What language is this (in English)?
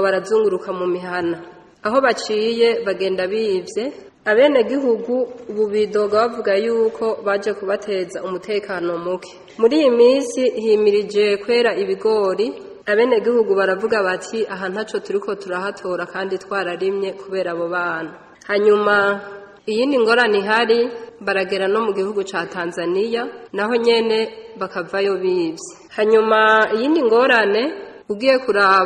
Rundi